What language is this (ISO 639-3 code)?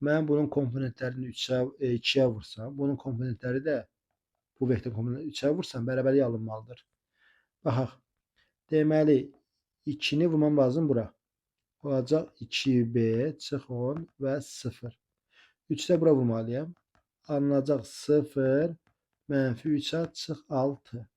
aze